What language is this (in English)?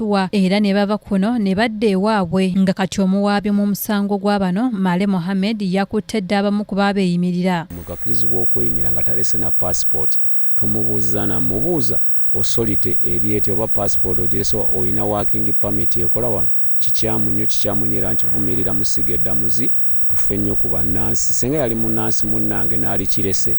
Ganda